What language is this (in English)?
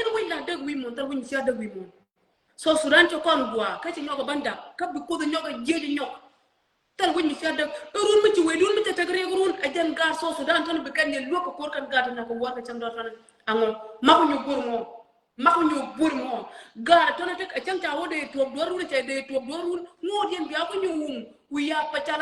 Nuer